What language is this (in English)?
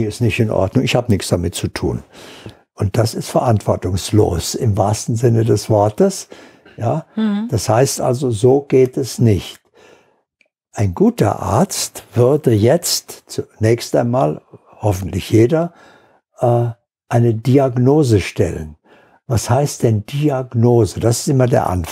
German